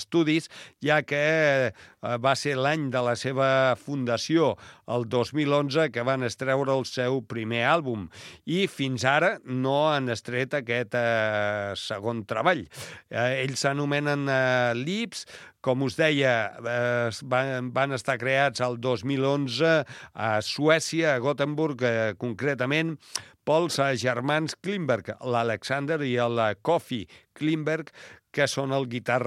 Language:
Catalan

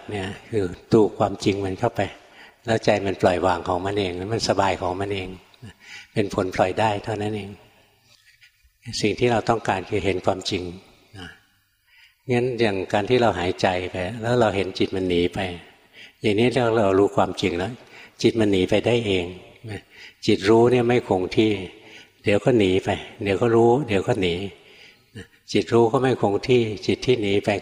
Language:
Thai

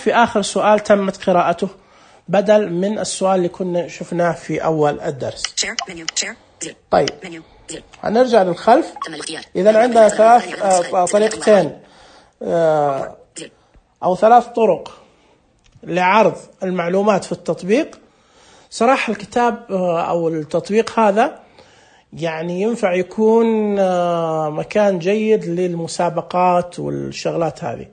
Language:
Najdi Arabic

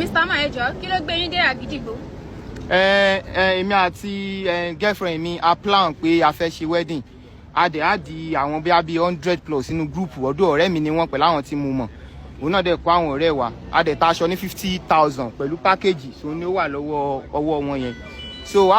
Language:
Yoruba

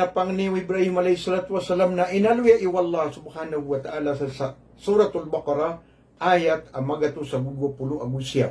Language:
Maranao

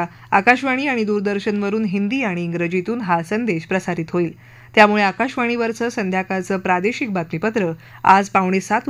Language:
Marathi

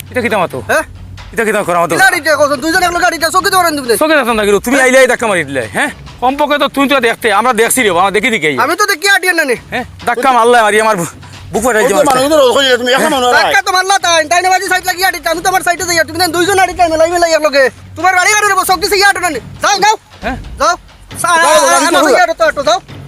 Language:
Sylheti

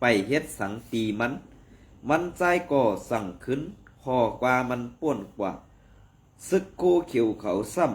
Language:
Shan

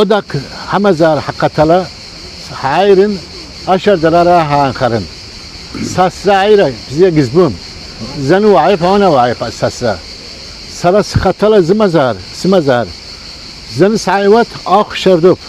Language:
Abkhazian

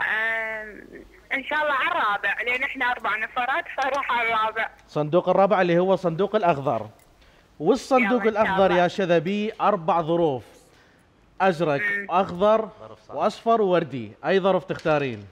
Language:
Mesopotamian Arabic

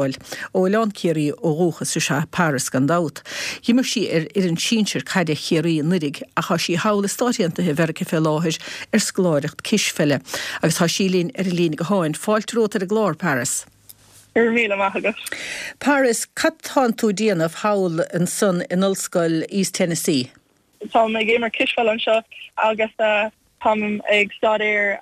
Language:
Irish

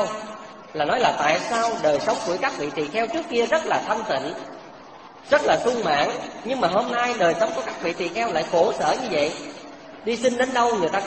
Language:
Vietnamese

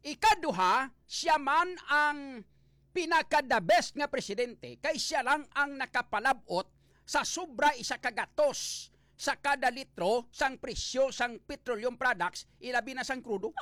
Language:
Hiligaynon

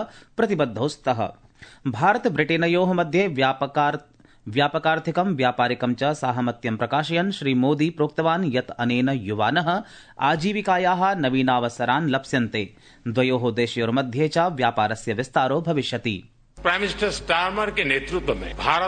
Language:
Sanskrit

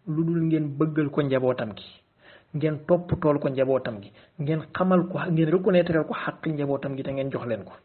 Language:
Wolof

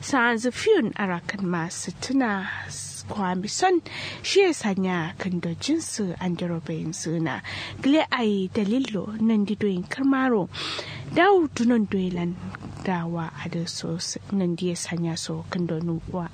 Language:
Kanuri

